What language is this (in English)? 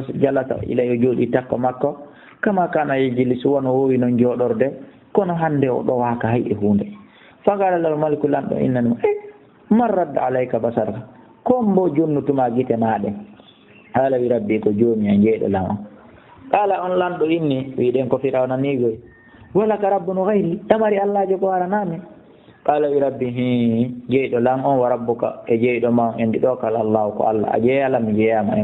Fula